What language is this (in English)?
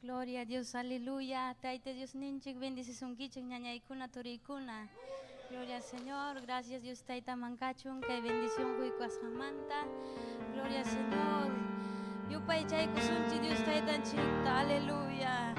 Ayacucho Quechua